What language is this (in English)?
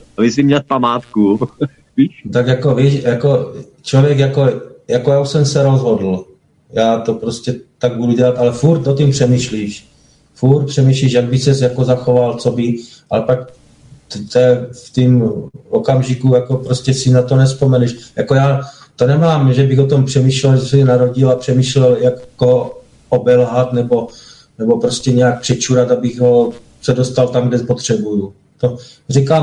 Czech